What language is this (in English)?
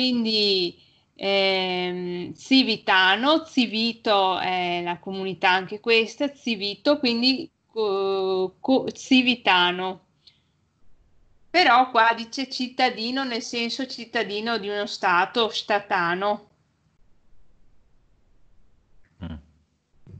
Italian